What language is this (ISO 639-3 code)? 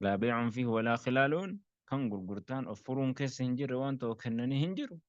orm